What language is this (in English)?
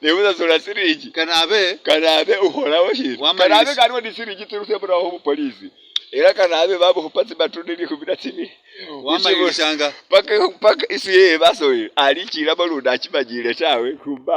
Masaaba